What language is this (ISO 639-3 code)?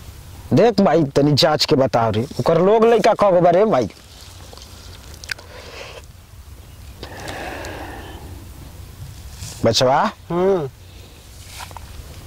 bho